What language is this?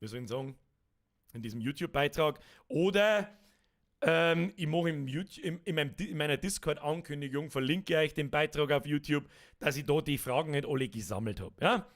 Bavarian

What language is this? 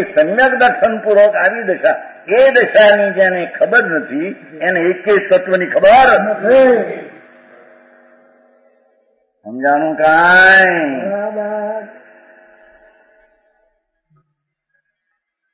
Gujarati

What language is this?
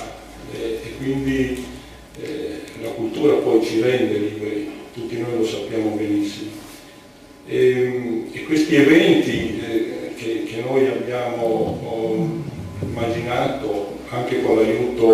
Italian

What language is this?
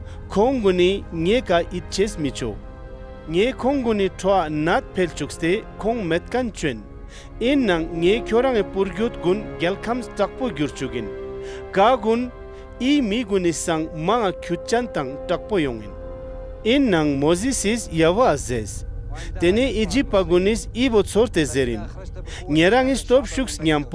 Ladakhi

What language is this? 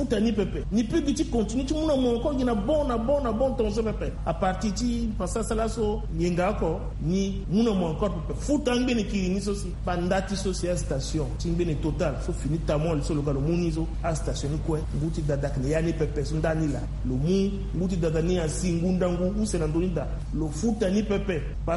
Sango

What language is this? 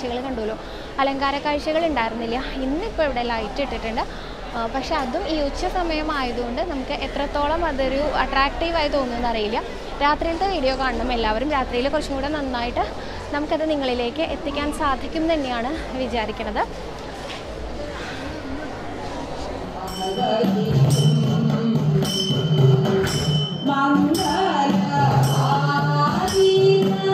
Malayalam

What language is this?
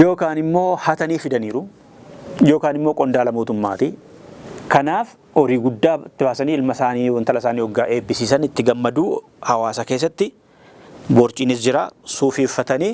Oromo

